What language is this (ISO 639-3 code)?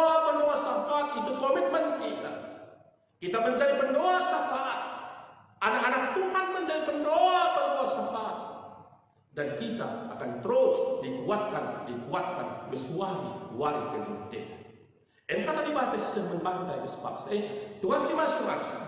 btx